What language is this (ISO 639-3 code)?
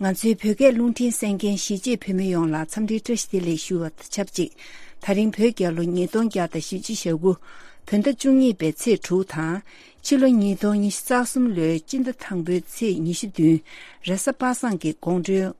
bod